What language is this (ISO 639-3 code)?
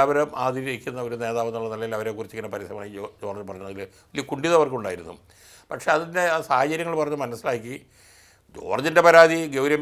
mal